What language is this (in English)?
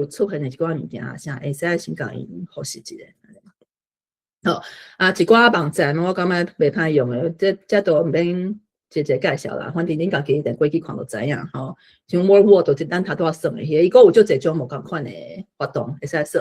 Min Nan Chinese